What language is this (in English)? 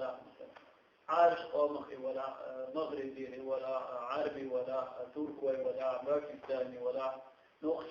Chechen